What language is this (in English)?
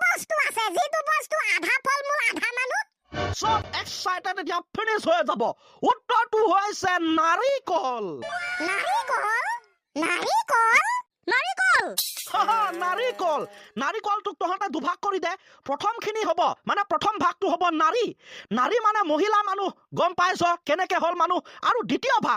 Assamese